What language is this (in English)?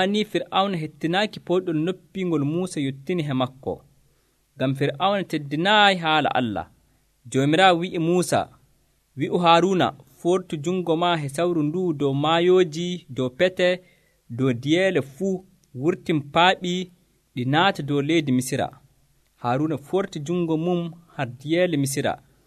Nigerian Fulfulde